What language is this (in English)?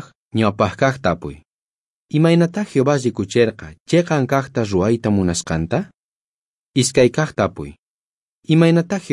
South Bolivian Quechua